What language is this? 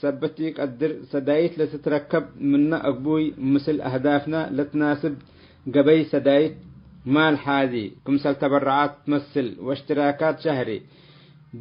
Tigre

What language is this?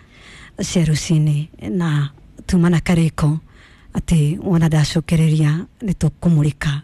Kikuyu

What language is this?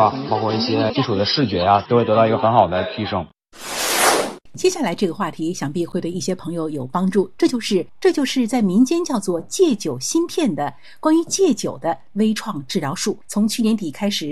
Chinese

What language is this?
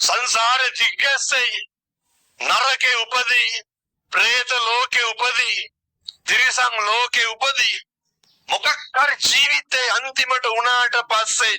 Sinhala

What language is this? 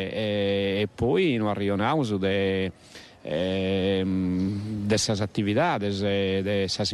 Sardinian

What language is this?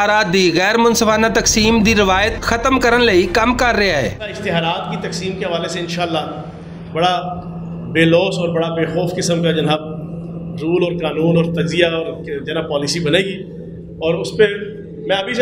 Western Panjabi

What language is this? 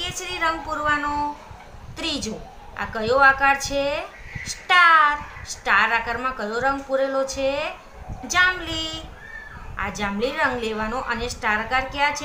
Gujarati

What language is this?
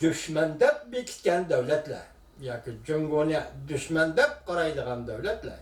Uyghur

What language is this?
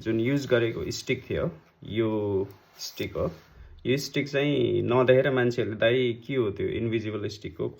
Nepali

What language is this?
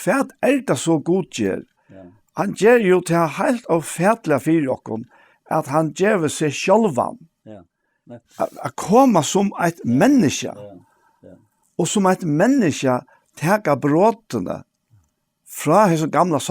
Faroese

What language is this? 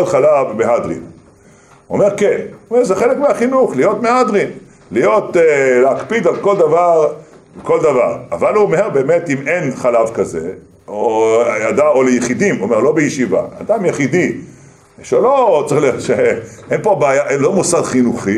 Hebrew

